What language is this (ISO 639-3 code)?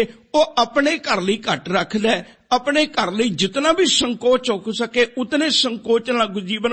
pan